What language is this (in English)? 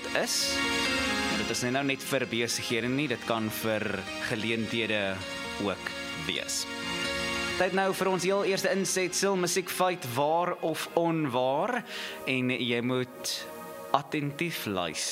Afrikaans